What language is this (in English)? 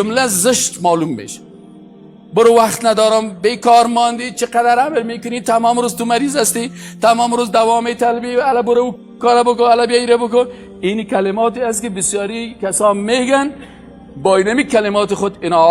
Persian